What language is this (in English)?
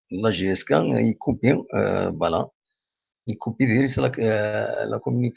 Algerian Arabic